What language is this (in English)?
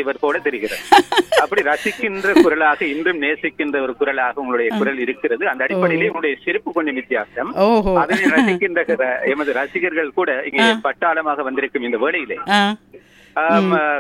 Tamil